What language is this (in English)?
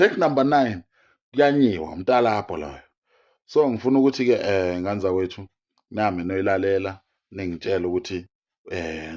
Zulu